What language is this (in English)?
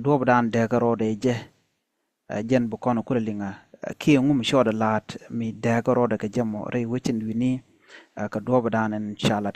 Nuer